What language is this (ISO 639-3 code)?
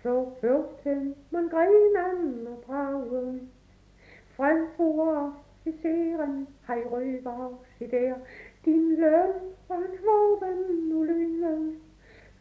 dan